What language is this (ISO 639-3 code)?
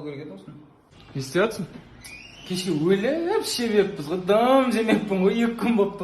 kaz